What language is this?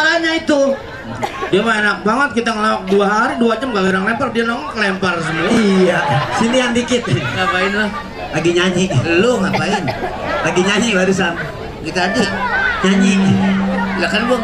Betawi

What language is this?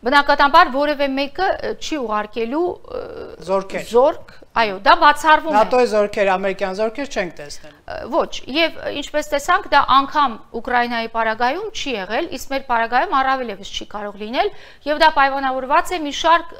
Armenian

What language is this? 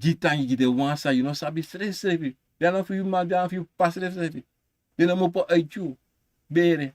Sranan Tongo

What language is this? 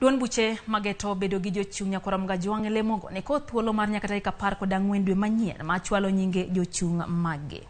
Luo (Kenya and Tanzania)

